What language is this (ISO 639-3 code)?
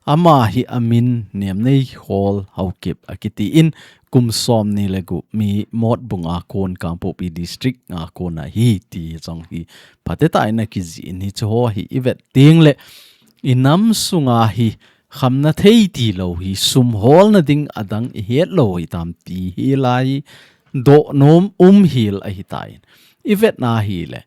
tcz